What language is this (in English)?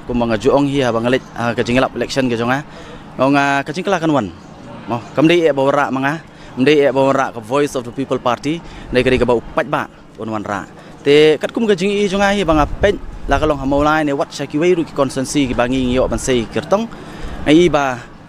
Khasi